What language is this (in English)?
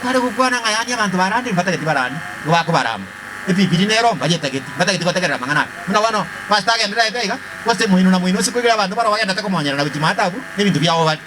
Gusii